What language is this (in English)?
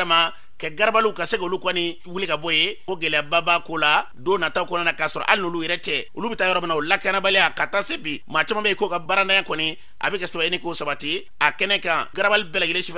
Bambara